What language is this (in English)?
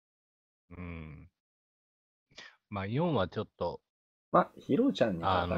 Japanese